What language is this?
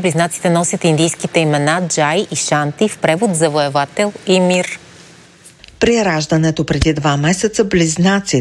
Bulgarian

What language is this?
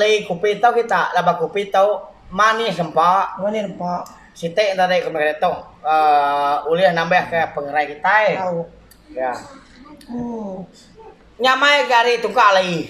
Iban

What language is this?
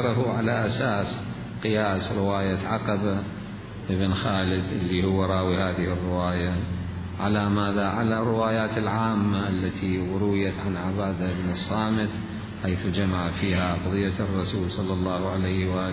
Mesopotamian Arabic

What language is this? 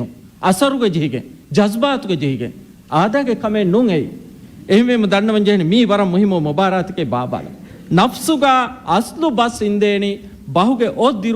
Divehi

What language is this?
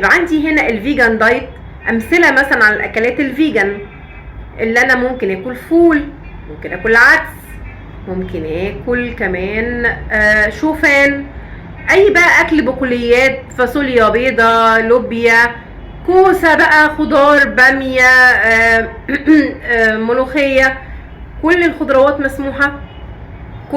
Egyptian Arabic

